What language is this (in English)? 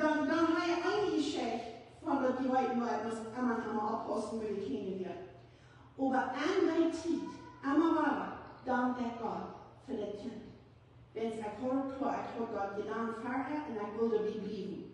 Plautdietsch